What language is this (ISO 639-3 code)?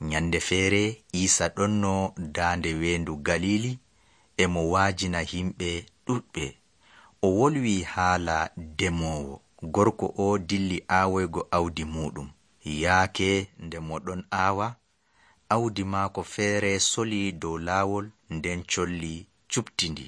fuv